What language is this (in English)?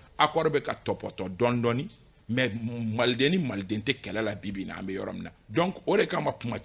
Bambara